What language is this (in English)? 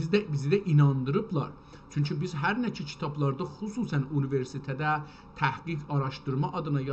South Azerbaijani